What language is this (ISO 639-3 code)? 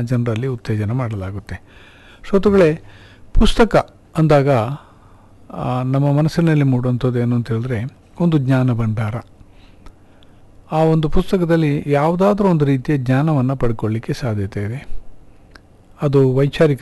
kan